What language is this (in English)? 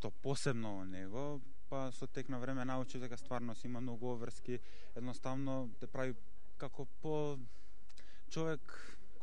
Macedonian